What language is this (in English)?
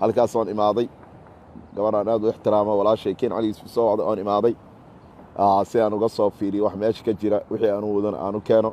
Somali